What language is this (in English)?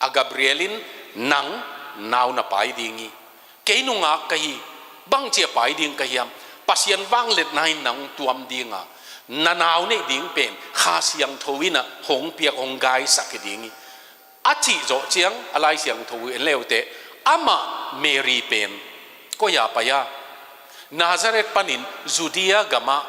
Tedim Chin